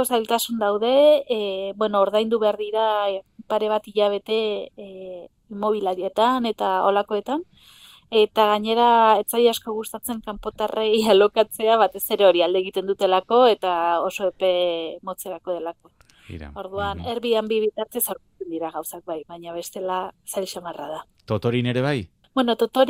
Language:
Basque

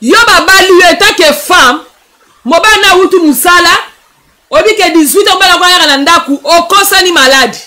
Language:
Lingala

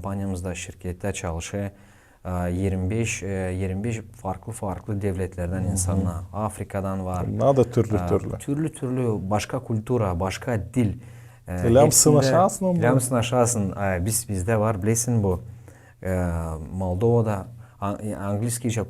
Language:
Gagauz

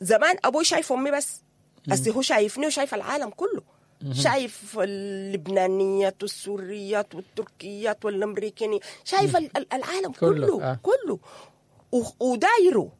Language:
Sudanese Arabic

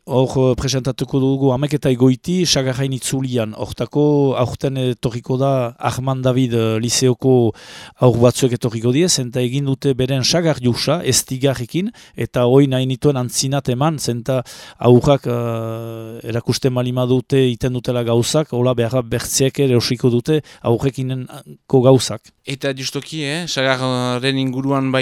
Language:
Basque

